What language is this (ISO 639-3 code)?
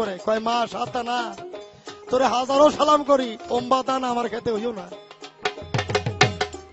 ben